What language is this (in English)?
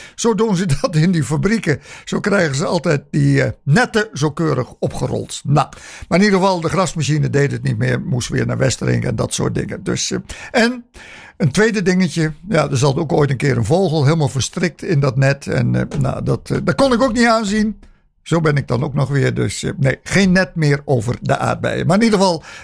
Dutch